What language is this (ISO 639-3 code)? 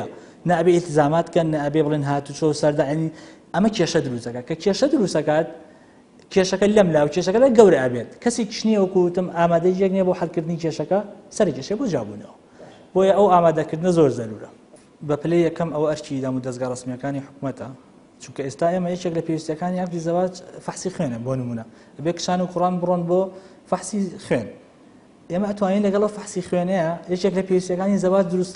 ckb